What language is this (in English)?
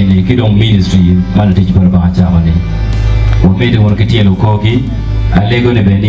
Acoli